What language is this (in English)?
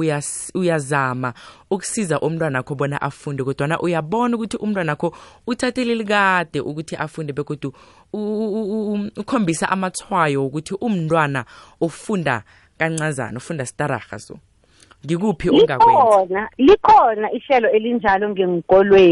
South Ndebele